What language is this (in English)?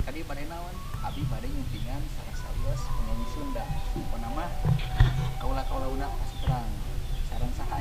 Sundanese